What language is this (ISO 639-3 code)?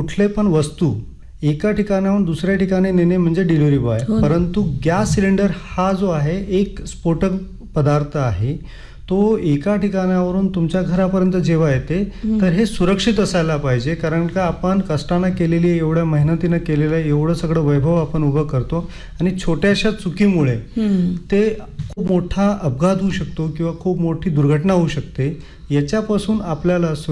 mar